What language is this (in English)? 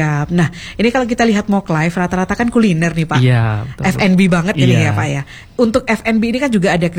Indonesian